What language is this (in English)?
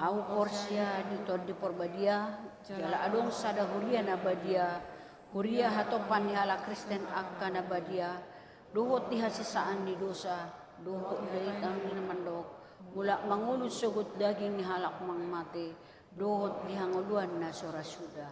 Batak Toba